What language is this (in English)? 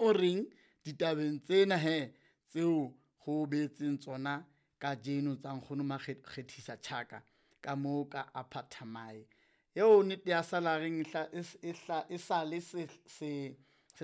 Southern Sotho